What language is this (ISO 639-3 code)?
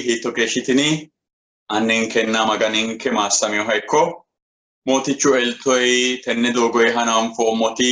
sid